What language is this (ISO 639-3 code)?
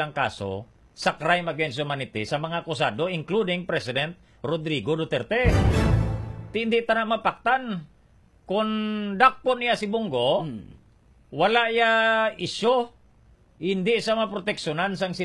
hil